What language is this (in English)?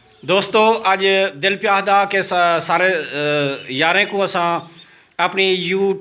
Saraiki